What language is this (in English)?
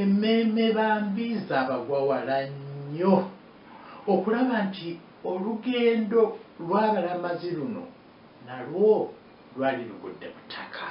Ganda